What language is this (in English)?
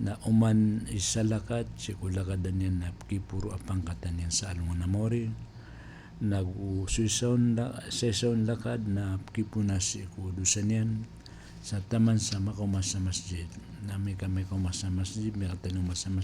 Maranao